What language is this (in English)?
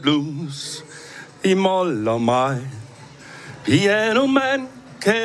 Danish